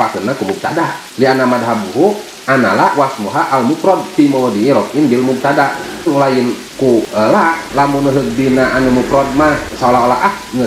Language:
Sundanese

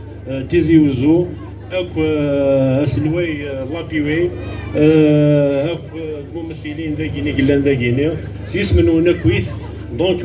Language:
Kabyle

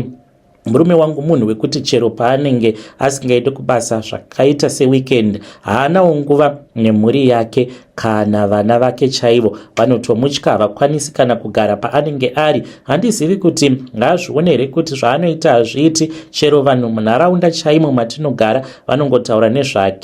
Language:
Shona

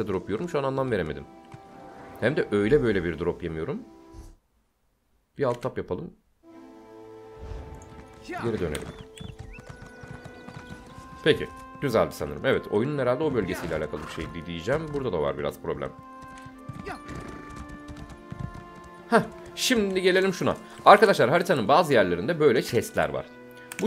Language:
Turkish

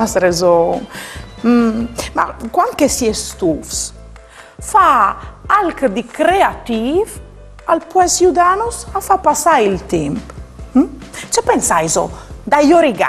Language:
Friulian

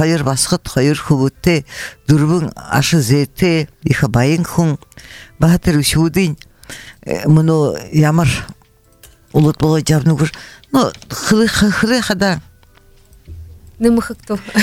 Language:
Buriat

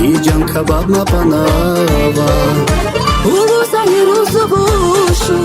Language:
Tabassaran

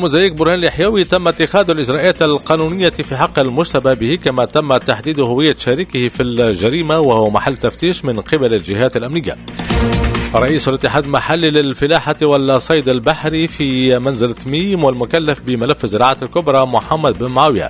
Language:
Tunisian Arabic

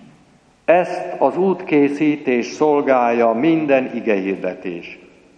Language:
Hungarian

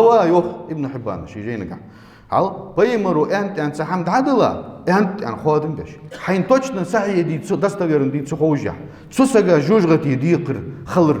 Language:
Ingush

